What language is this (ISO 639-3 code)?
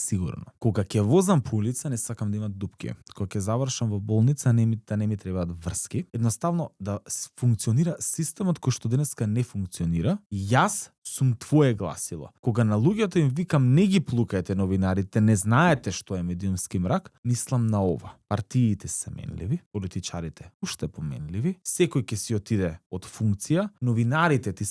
mkd